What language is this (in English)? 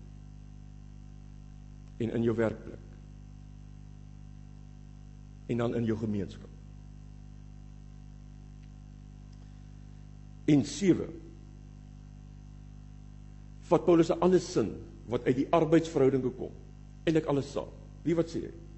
Afrikaans